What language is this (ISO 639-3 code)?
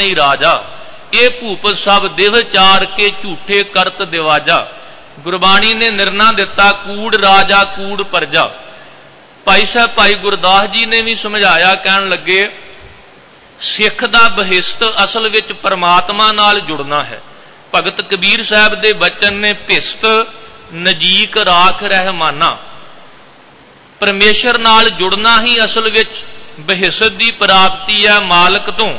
pan